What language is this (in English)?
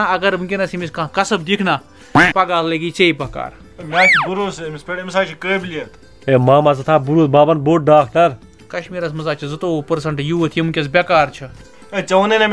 Kashmiri